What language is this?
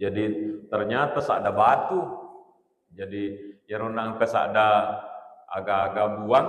Buginese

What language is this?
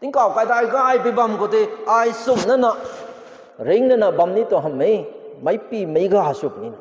Rongmei Naga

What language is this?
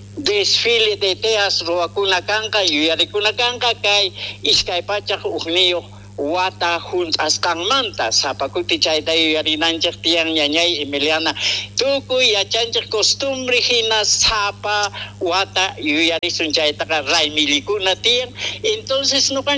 South Bolivian Quechua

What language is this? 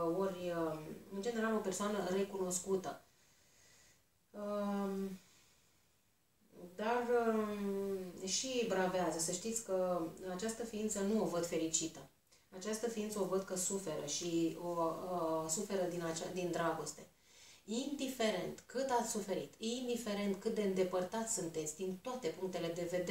Romanian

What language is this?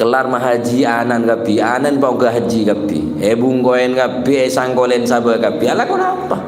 Madurese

